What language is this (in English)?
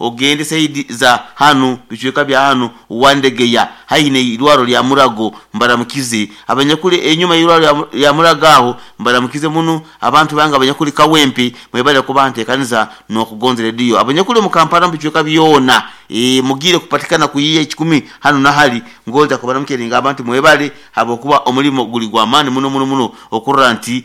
Nyoro